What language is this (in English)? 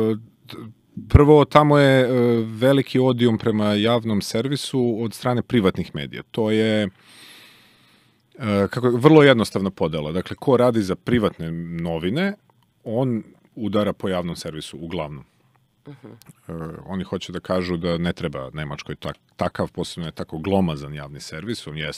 Serbian